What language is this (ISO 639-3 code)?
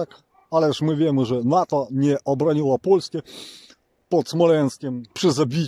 pol